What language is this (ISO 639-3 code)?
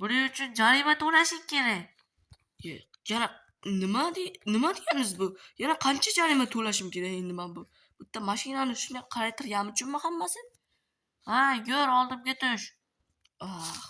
uzb